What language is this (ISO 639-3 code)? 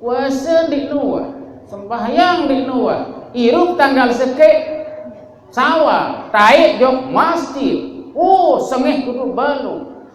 sas